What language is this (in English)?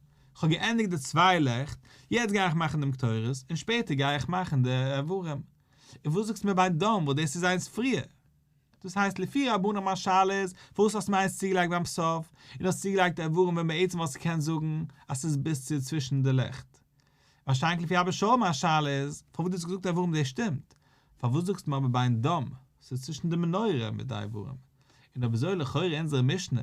Yiddish